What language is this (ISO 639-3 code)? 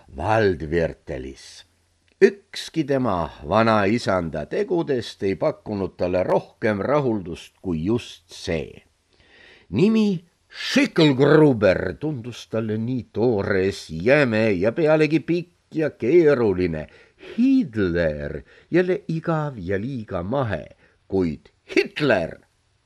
est